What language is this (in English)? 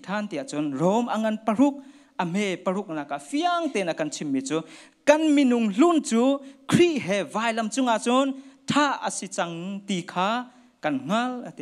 Hakha Chin